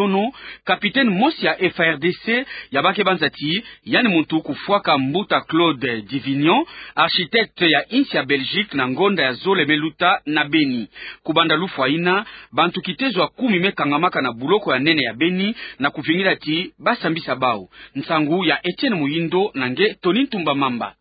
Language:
Kituba (Democratic Republic of Congo)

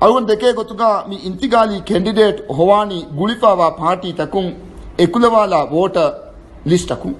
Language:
Divehi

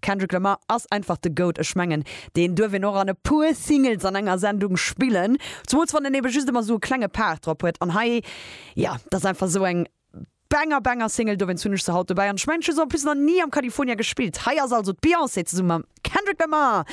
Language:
Luxembourgish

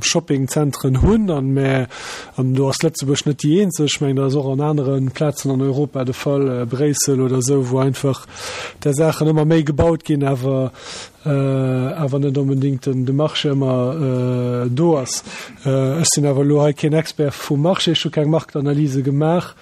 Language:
Luxembourgish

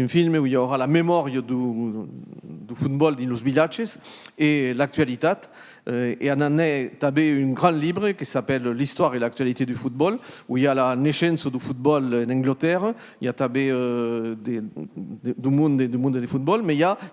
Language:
Occitan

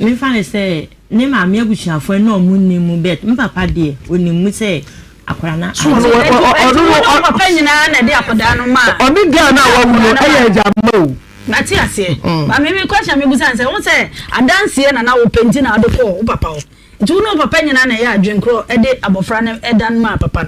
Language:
Akan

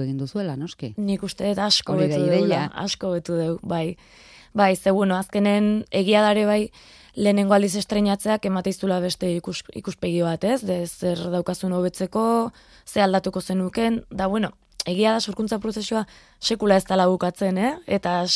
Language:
Basque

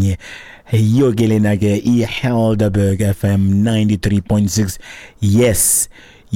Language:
Xhosa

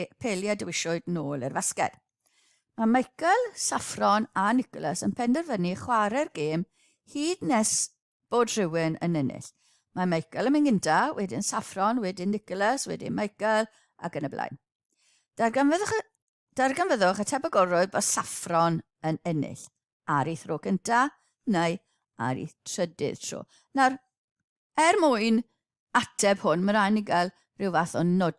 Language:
Welsh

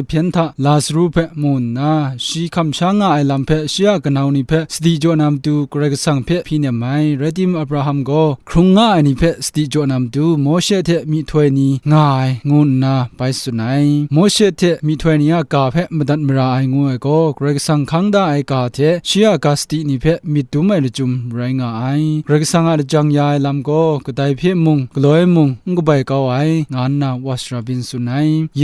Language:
Kachin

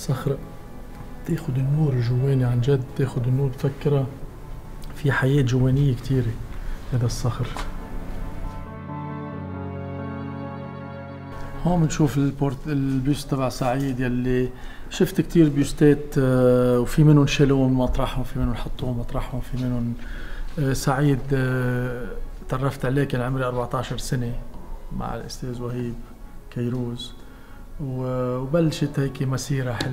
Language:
North Levantine Arabic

